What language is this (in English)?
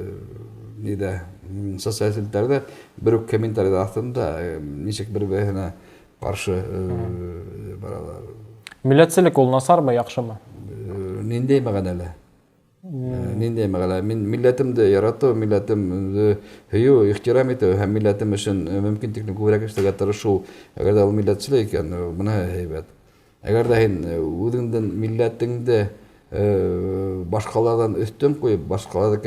Bashkir